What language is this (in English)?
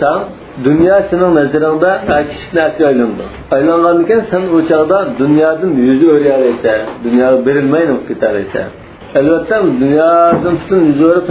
Uyghur